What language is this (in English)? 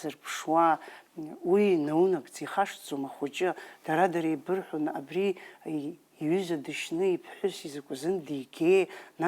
Abkhazian